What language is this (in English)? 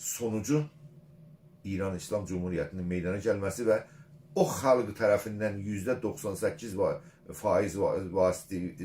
South Azerbaijani